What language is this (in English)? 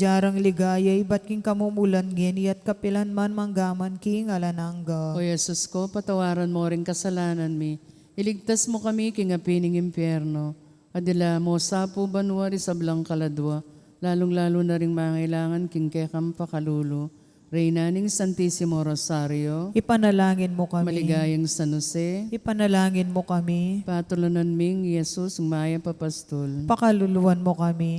Pampanga